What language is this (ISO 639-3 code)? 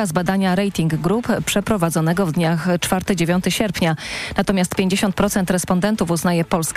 pol